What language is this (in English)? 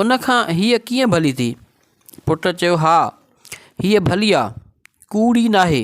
Sindhi